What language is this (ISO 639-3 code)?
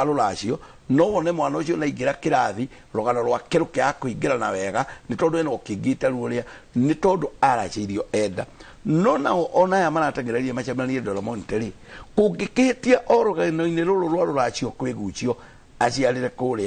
kik